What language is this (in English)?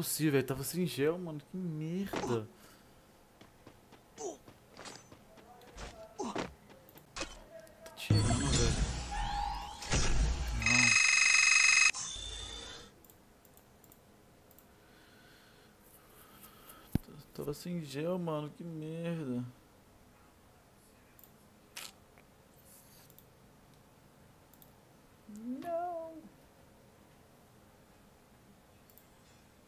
Portuguese